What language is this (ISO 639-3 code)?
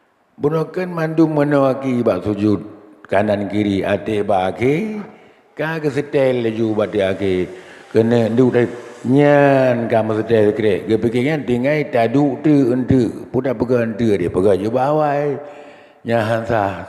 ace